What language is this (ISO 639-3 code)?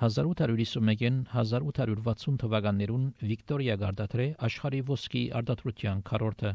hye